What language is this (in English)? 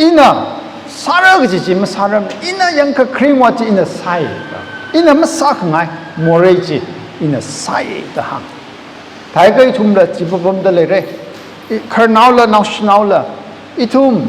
Tangkhul Naga (India)